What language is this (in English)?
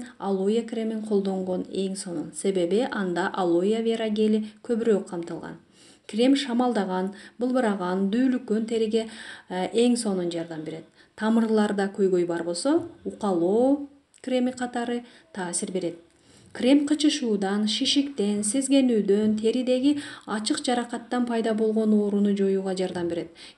Kyrgyz